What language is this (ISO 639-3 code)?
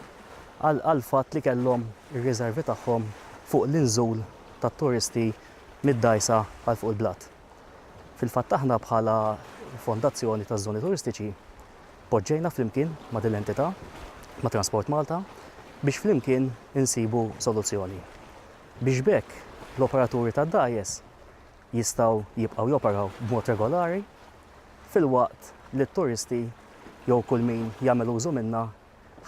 mlt